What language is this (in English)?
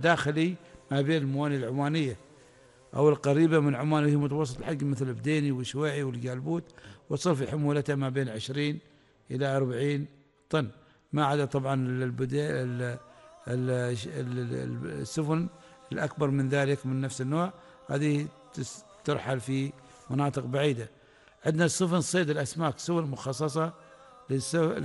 Arabic